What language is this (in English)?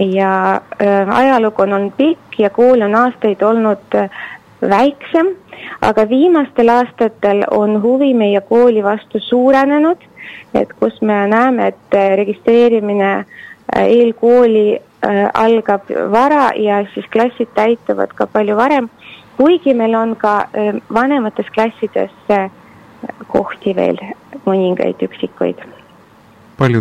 Estonian